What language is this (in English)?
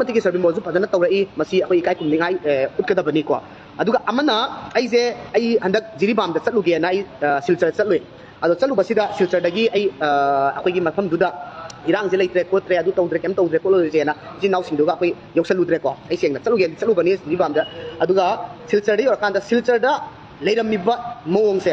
Manipuri